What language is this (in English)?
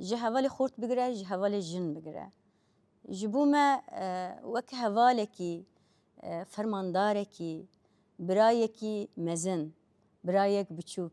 Kurdish